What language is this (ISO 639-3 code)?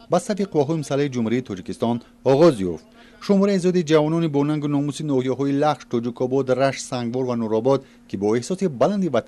tgk